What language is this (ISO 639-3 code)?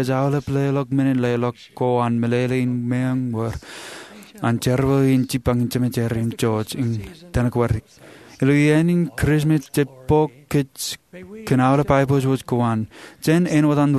mah